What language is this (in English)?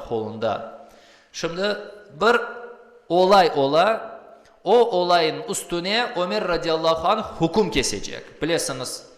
Crimean Tatar